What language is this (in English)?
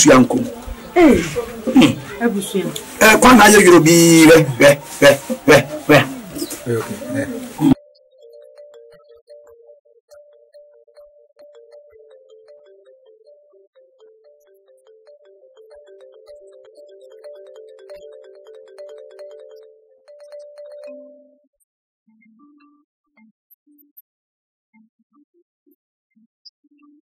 Akan